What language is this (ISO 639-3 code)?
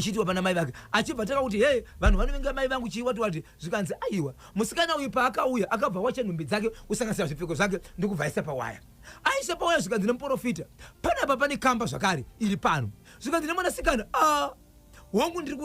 sna